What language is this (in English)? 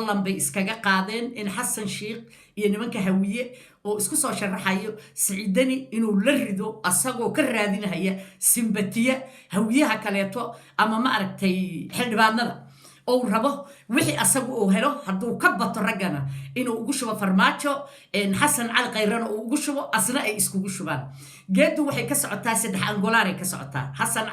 Somali